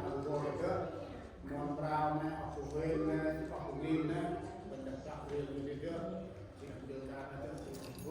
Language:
Central Mnong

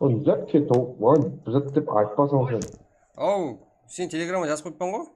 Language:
Kara-Kalpak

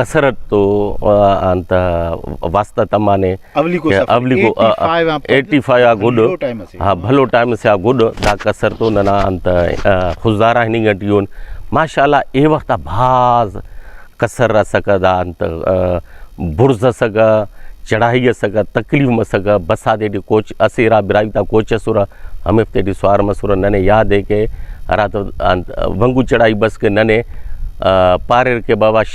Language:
Brahui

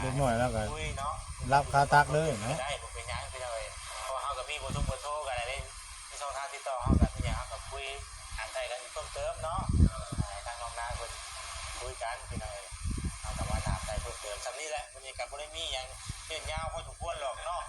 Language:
Northeastern Thai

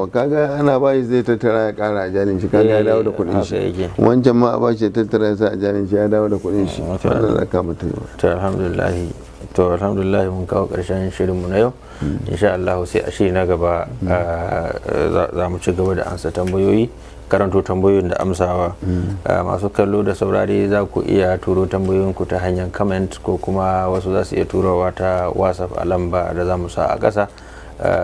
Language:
Hausa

